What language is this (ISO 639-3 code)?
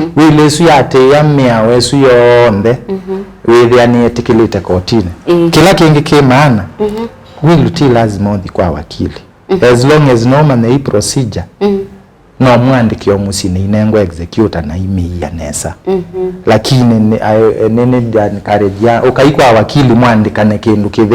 kam